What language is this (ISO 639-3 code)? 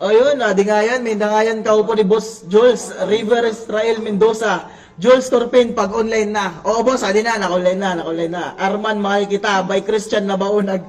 war